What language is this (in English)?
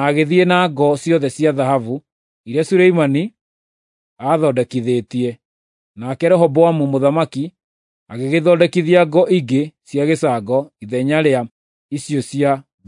Kikuyu